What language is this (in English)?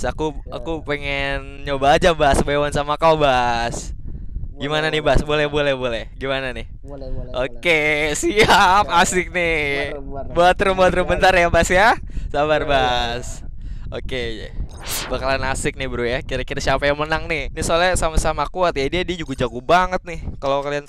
Indonesian